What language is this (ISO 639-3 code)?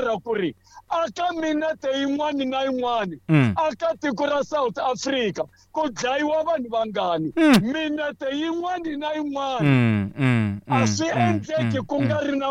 tso